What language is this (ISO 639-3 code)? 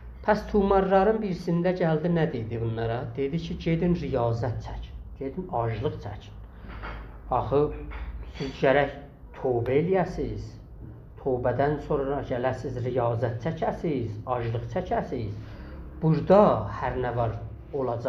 azb